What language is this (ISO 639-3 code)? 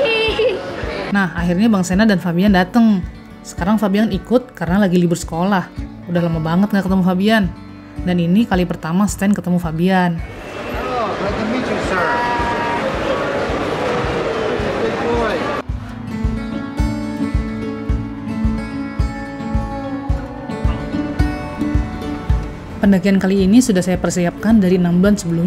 ind